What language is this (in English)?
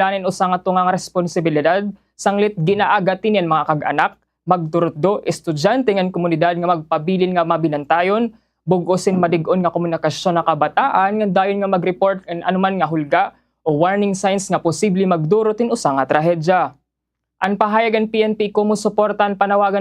Waray